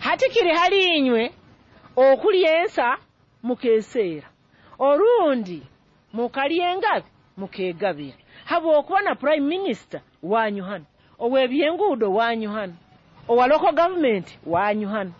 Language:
Nyoro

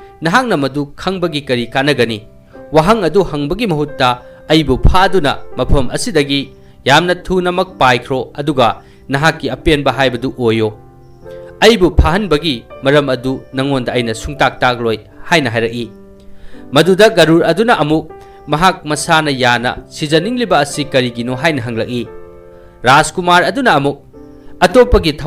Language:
Manipuri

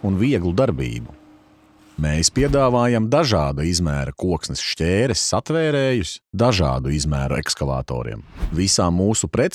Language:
Latvian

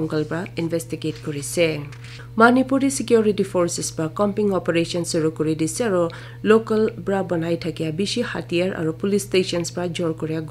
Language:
Naga Pidgin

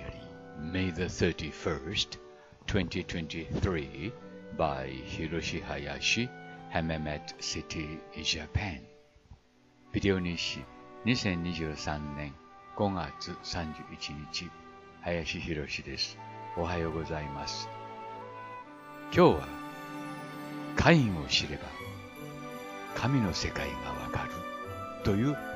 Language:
Japanese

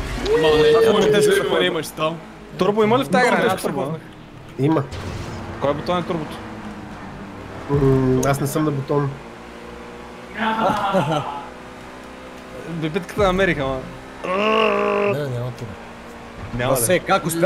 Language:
Bulgarian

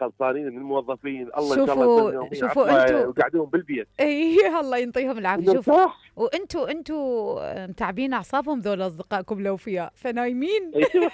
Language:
Mesopotamian Arabic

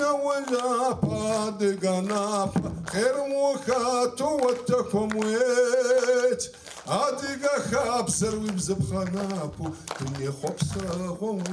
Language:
Adyghe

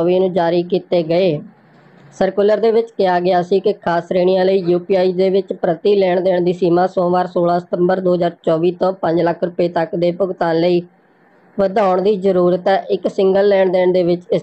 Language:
Punjabi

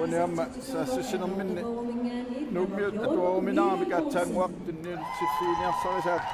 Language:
Kalaallisut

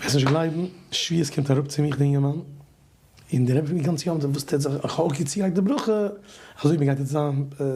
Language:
Yiddish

